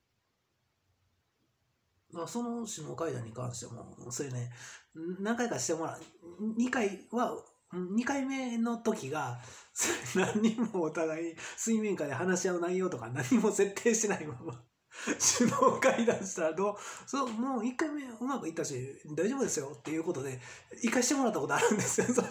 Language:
Japanese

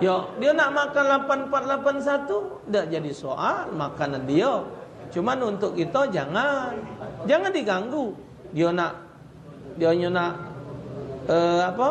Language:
Musi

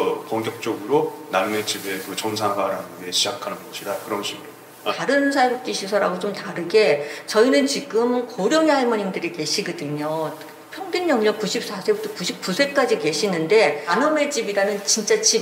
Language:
Korean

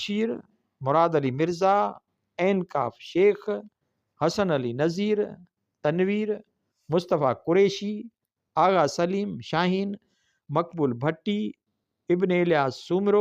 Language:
Sindhi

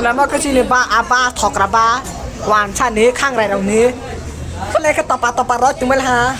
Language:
Kok Borok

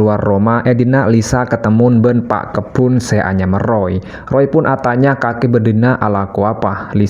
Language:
Madurese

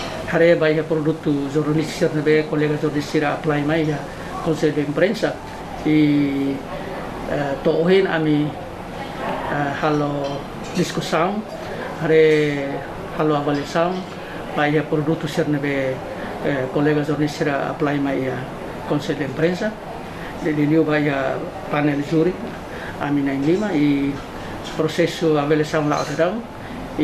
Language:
Tetum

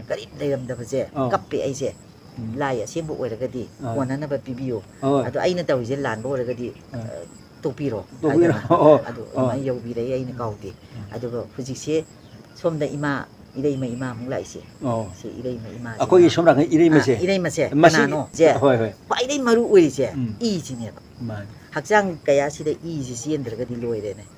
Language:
Manipuri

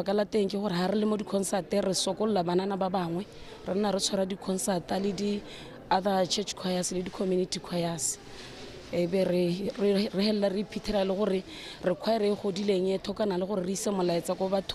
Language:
Tswana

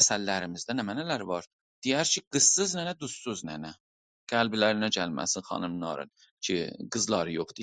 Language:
South Azerbaijani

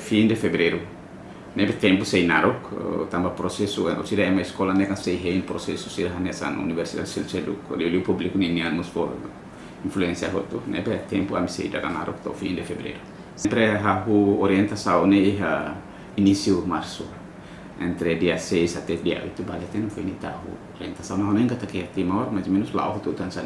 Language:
Tetum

